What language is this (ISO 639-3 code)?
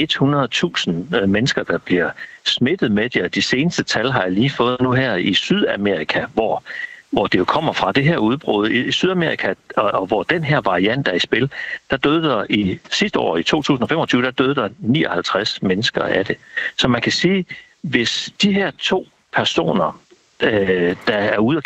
dan